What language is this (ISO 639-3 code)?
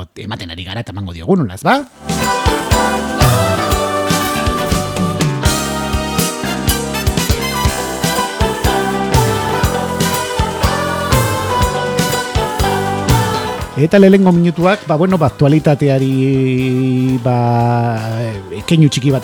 eus